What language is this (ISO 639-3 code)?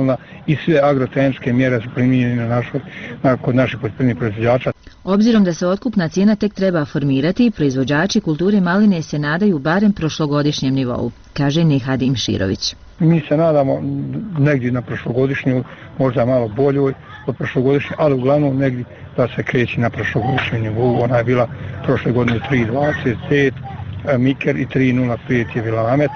bos